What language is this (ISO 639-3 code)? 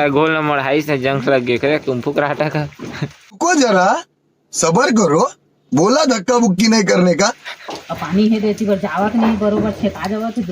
hne